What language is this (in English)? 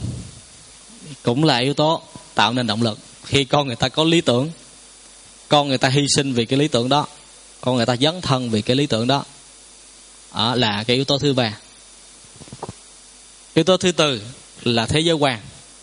Vietnamese